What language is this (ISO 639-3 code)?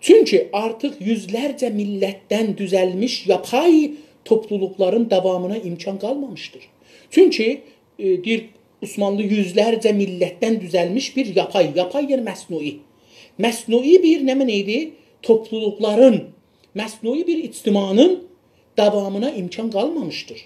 azb